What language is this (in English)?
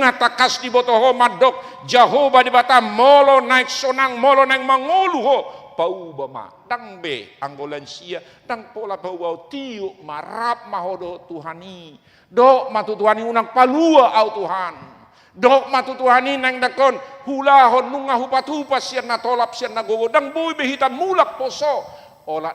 Batak Toba